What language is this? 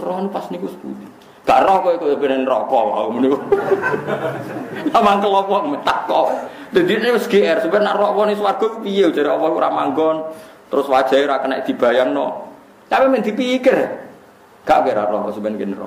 Javanese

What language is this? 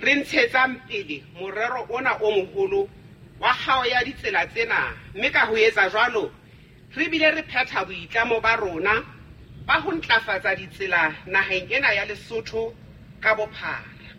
Southern Sotho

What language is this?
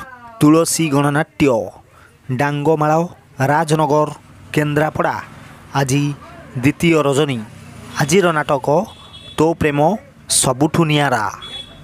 Odia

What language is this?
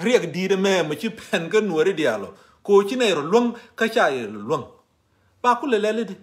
Nuer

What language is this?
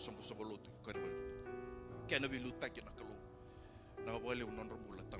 Fijian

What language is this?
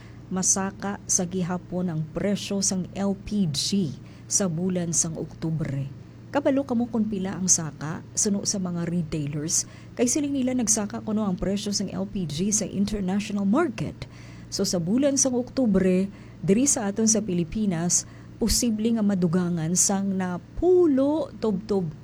Hiligaynon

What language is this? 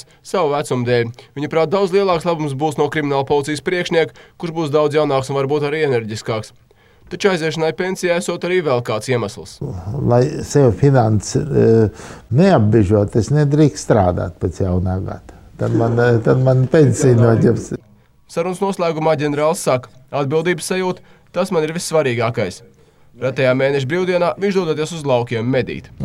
Latvian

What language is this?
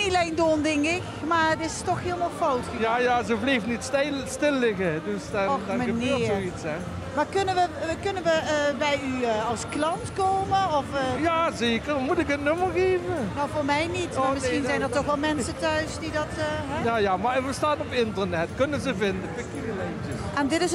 Limburgish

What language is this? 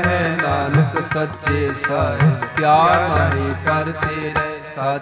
Punjabi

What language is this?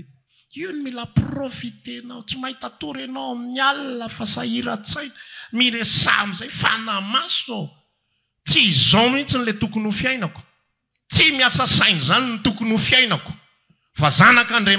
Malagasy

